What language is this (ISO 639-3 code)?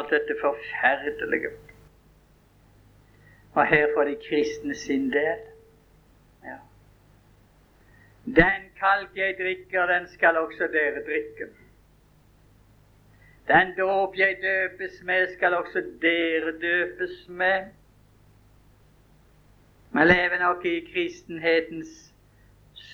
nor